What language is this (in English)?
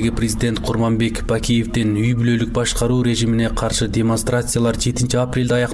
Kyrgyz